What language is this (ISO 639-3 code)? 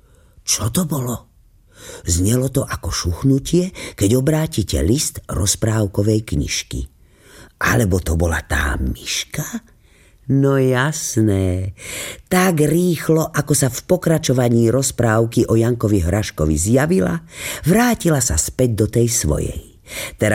slk